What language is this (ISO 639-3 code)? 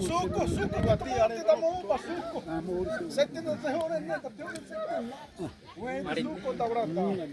xav